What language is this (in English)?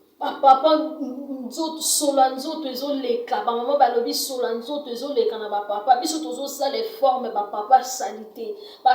Lingala